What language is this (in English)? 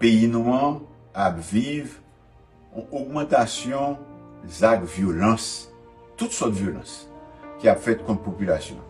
Haitian Creole